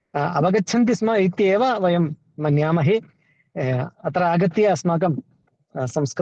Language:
Sanskrit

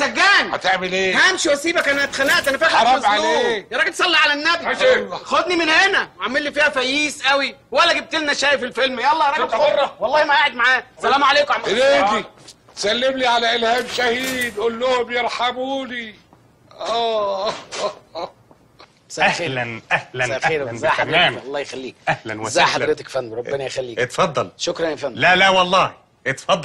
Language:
Egyptian Arabic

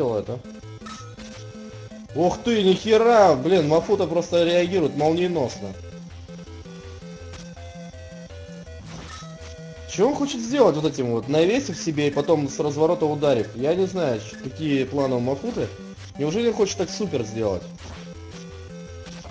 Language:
Russian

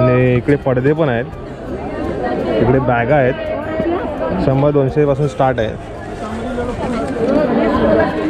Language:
Marathi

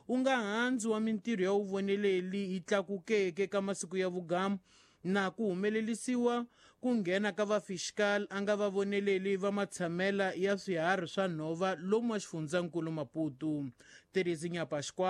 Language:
Tsonga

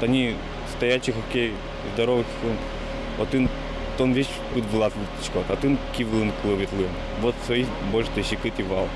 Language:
Udmurt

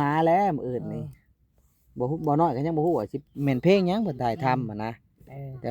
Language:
Lao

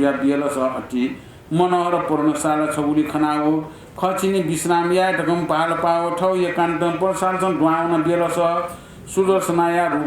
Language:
Newari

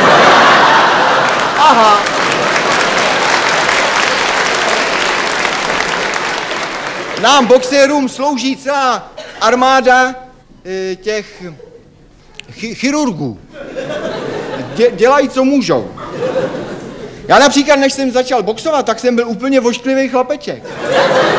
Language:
Czech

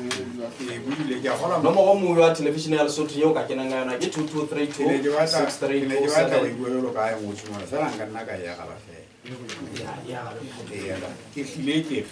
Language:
Southern Sotho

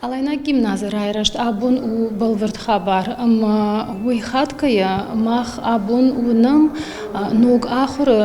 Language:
Ossetic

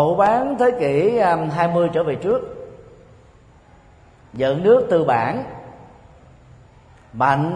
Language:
Vietnamese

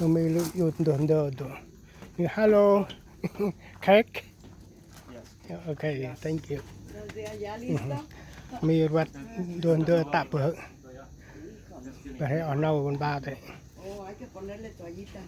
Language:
Central Mnong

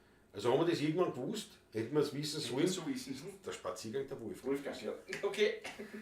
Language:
Bavarian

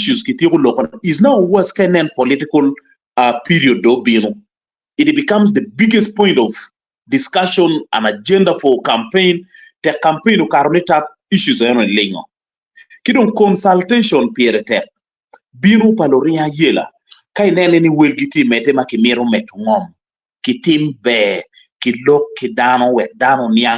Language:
Acoli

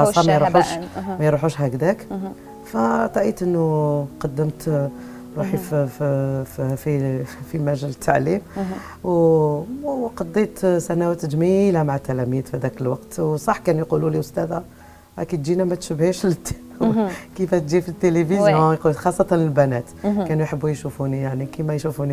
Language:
Algerian Arabic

